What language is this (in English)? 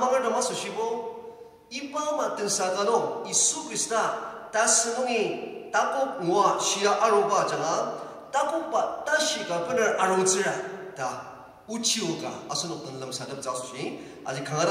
Ao Naga